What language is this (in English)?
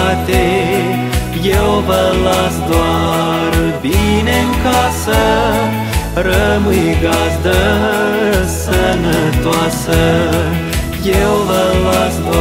Romanian